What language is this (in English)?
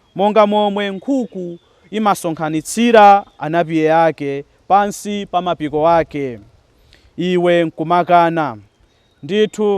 Nyanja